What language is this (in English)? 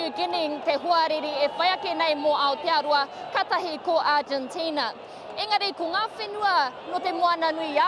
Māori